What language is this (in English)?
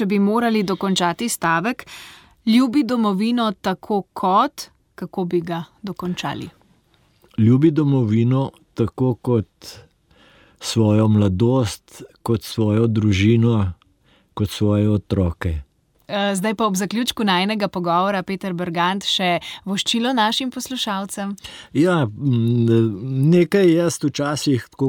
Slovenian